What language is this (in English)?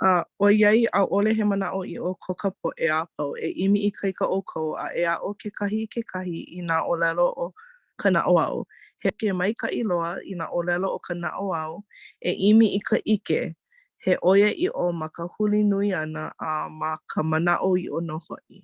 Hawaiian